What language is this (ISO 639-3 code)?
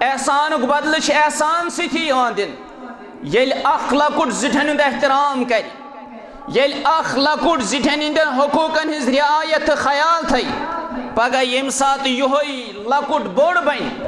kas